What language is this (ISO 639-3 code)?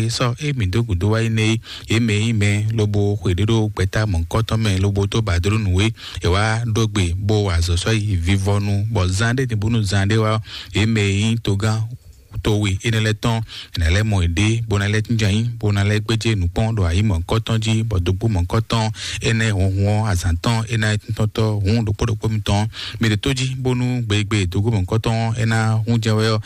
fon